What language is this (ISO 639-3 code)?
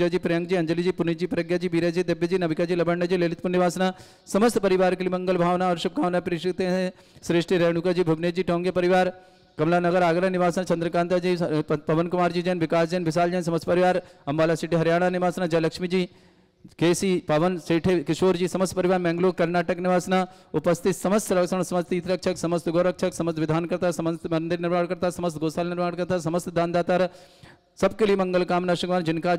hin